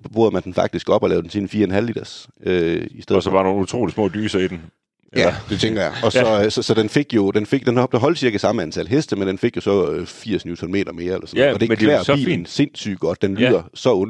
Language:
Danish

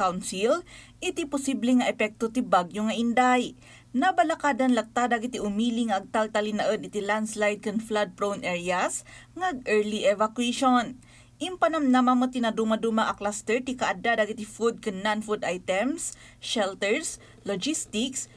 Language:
Iloko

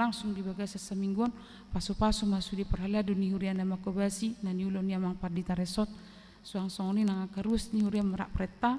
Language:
Batak Toba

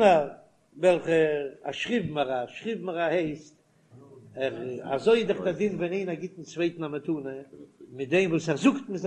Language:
Yiddish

